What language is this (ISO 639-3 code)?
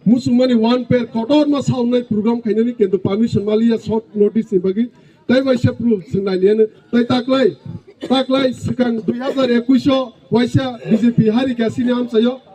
trp